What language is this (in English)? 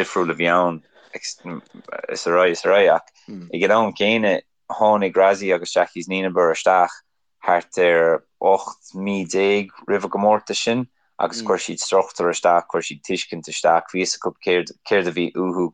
Irish